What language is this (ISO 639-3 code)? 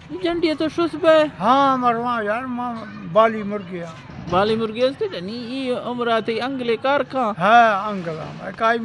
bgp